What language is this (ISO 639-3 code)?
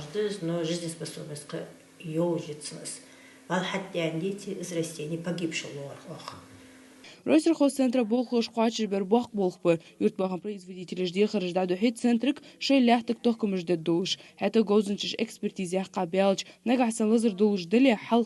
inh